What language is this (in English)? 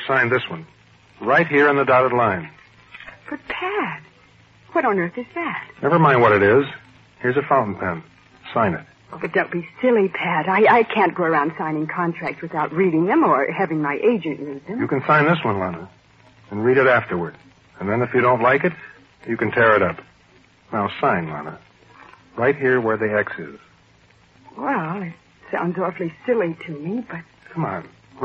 English